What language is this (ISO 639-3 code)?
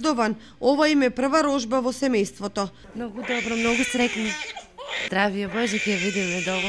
mkd